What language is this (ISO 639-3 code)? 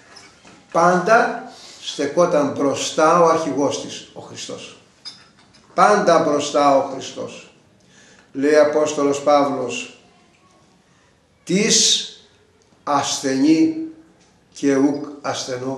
ell